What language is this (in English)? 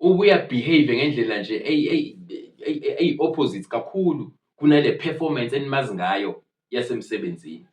Zulu